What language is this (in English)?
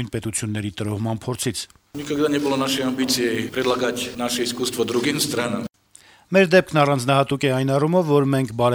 Armenian